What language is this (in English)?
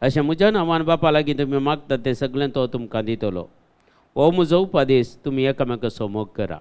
Konkani